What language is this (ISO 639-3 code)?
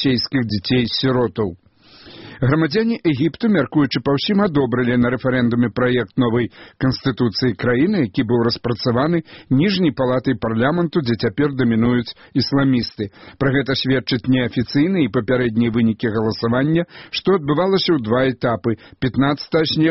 bel